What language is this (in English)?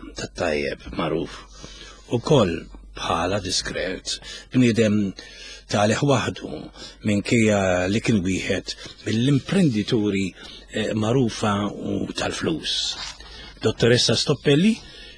Maltese